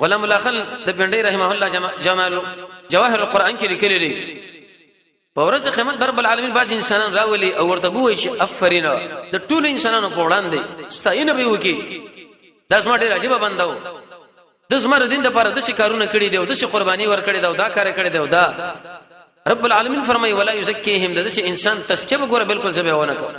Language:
Pashto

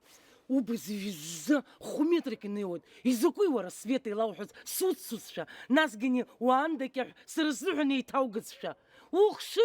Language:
Abkhazian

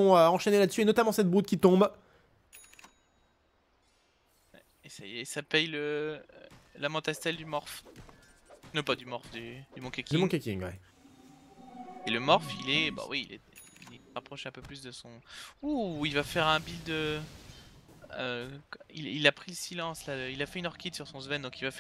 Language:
French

